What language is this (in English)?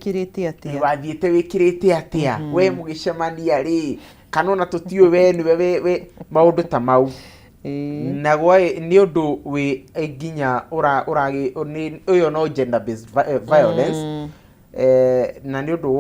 Kikuyu